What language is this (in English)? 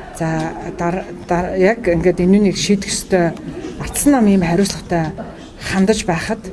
Mongolian